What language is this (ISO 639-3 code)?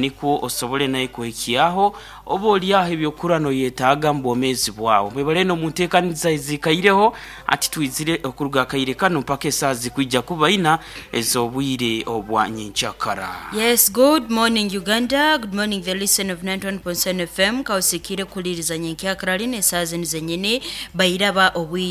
nyn